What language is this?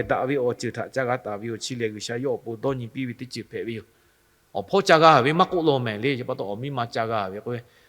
Lahu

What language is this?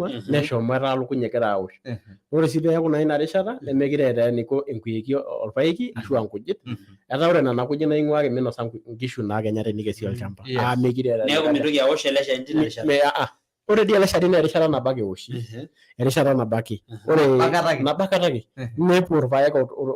Masai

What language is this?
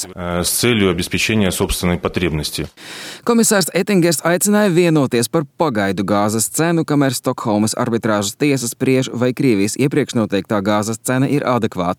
Latvian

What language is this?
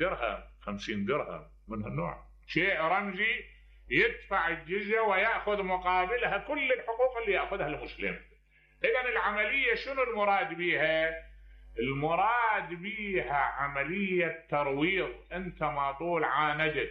Mesopotamian Arabic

